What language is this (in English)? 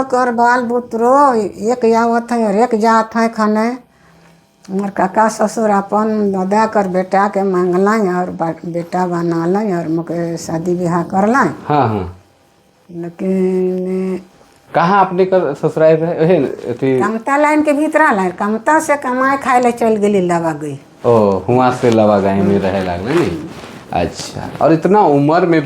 Sadri